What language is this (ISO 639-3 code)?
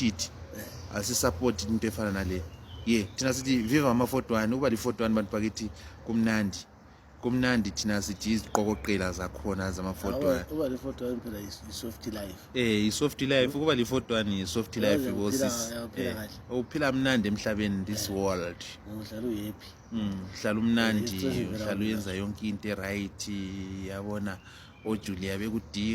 zul